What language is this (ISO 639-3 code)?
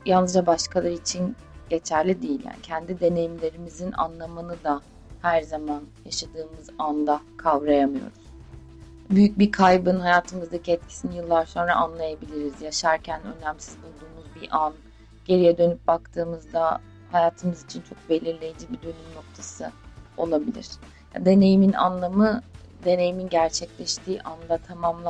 tur